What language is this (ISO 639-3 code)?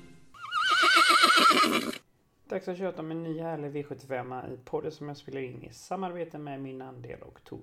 swe